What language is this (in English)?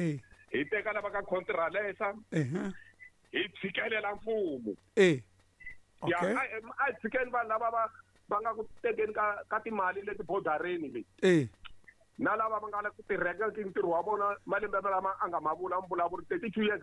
Tsonga